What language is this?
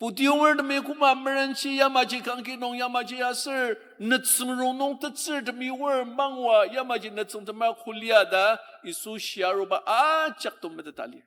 Ao Naga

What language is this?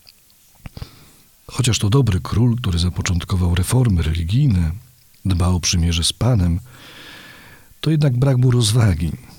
Polish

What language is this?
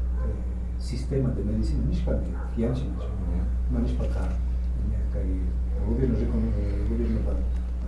Imbabura Highland Quichua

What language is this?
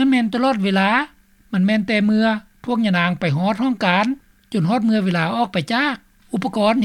Lao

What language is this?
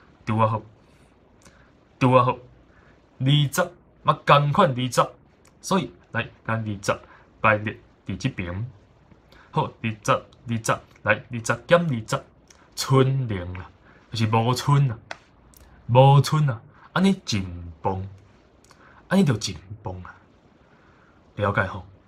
Min Nan Chinese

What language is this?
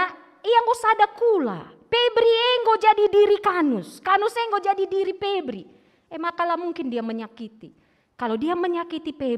Batak Karo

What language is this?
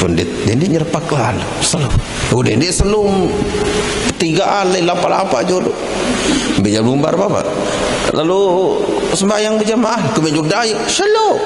Sasak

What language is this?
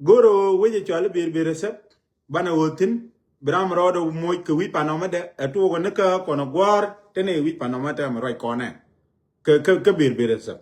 Nuer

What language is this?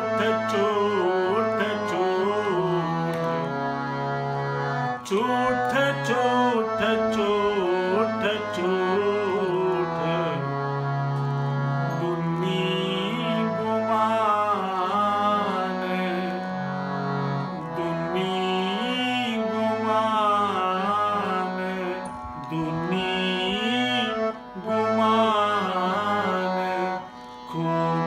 Hindi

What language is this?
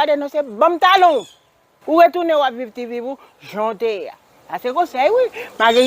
Haitian Creole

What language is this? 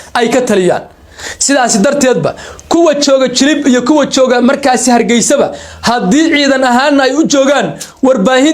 Somali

